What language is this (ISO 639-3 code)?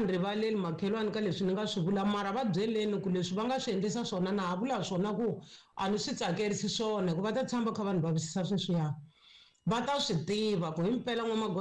tso